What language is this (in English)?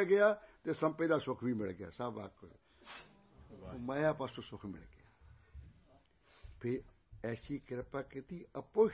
Punjabi